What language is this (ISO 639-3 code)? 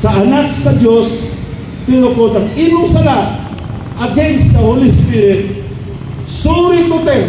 ceb